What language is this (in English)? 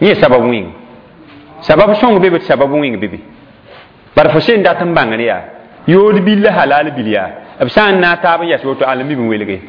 Mossi